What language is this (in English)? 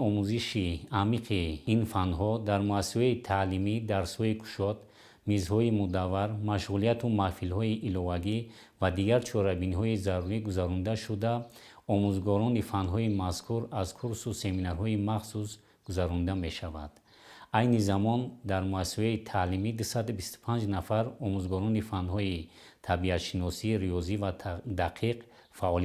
Tajik